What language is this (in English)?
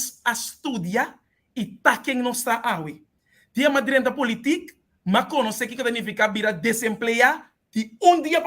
Papiamento